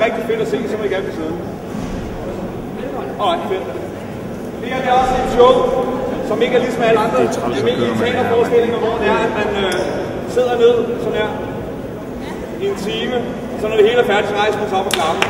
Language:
Danish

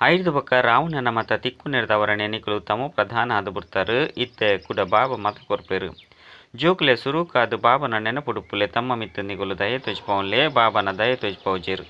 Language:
Tulu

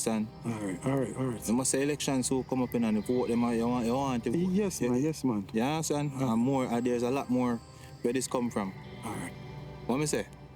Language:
Jamaican Creole English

